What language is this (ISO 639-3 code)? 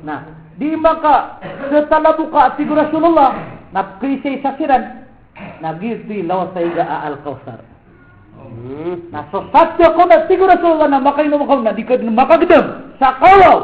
mrw